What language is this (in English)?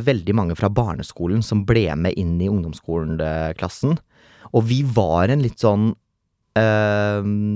Norwegian